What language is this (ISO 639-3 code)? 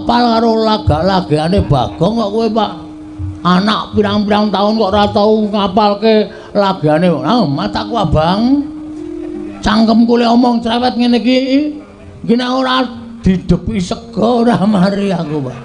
jav